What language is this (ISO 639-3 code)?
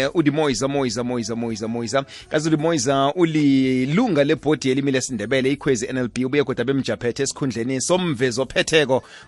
nbl